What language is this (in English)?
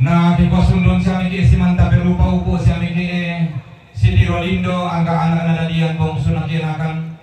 Toraja-Sa'dan